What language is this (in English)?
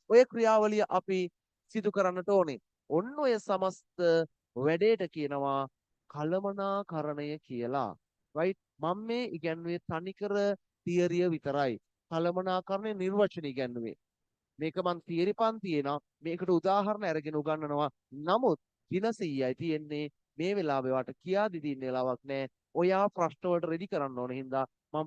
Sinhala